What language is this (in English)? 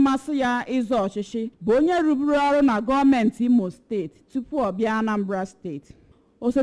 Igbo